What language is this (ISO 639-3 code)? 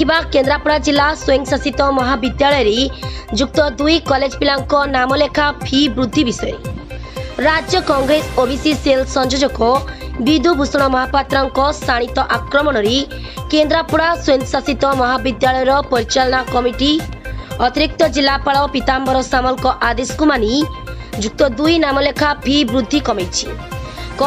ori